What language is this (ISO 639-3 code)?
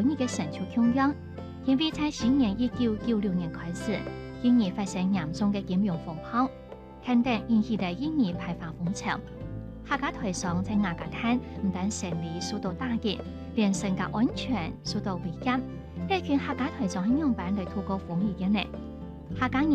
hak